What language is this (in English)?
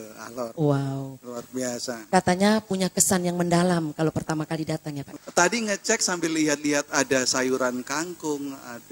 Indonesian